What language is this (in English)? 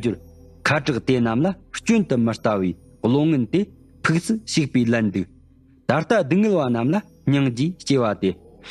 Tibetan